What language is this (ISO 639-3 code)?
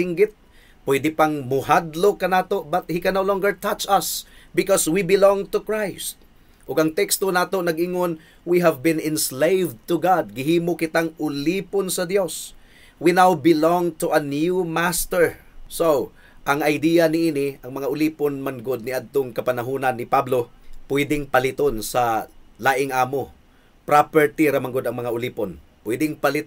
ceb